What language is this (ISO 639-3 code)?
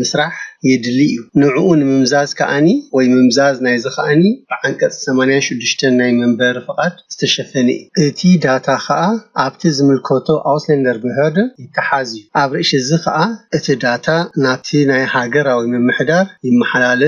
tir